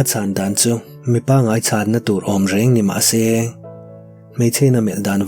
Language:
Mizo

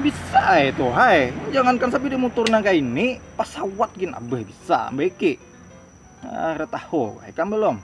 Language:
Banjar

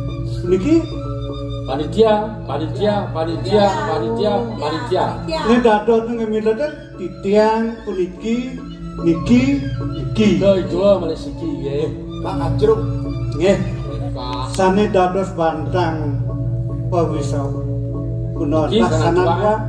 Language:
Balinese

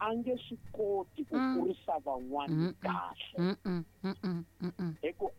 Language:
Tsonga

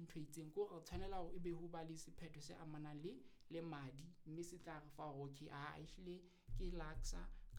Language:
Southern Sotho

